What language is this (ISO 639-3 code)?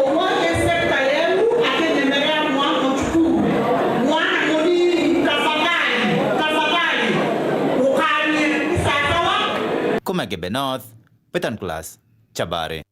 mer